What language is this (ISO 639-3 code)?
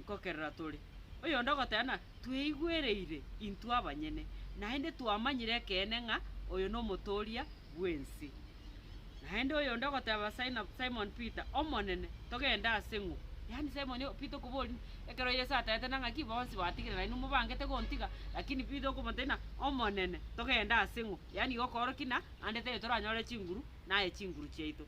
guz